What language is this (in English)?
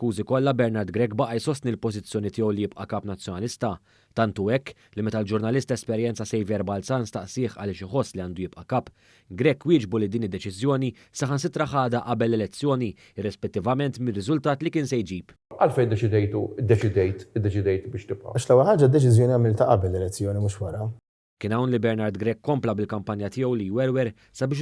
Maltese